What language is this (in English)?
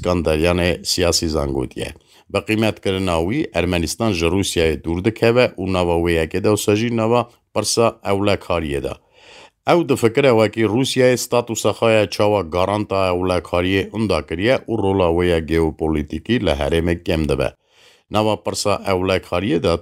Kurdish